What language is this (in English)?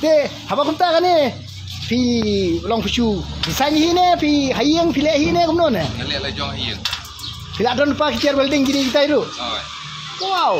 Khasi